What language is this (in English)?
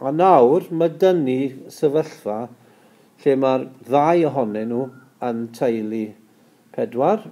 Welsh